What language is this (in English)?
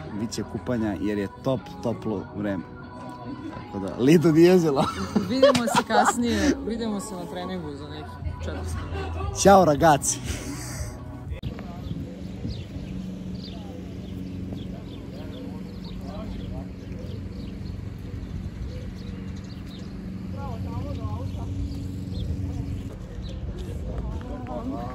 Serbian